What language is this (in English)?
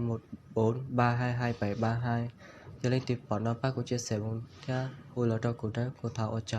Hmong